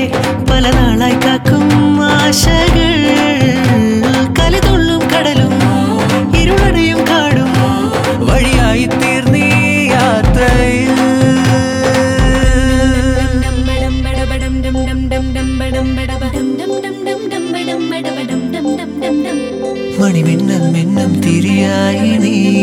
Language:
Malayalam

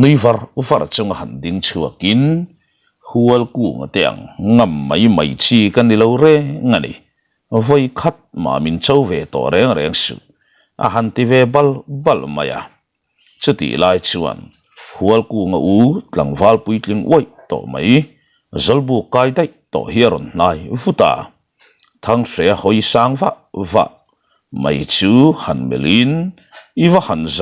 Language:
Mizo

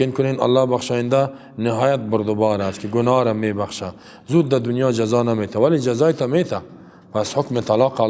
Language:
Persian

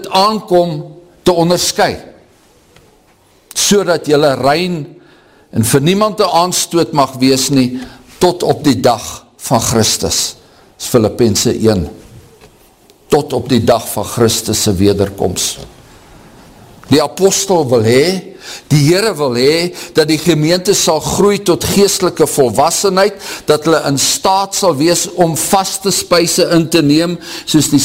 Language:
Afrikaans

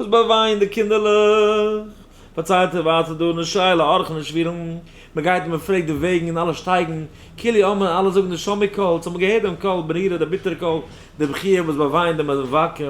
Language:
Yiddish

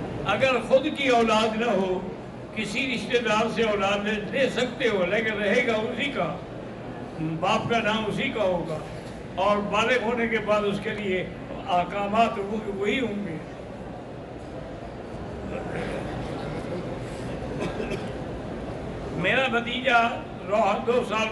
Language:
Urdu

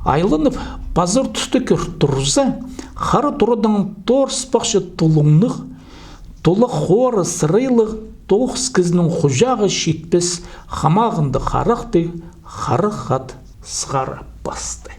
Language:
Khakas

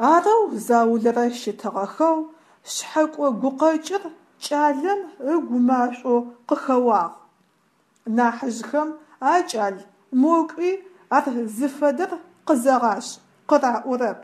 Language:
Adyghe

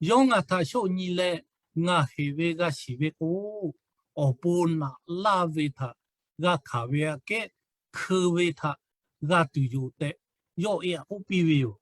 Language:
Lahu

